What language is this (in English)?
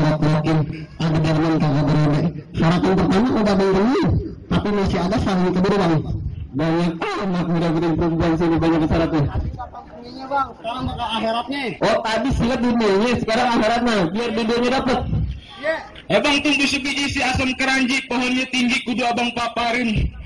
Betawi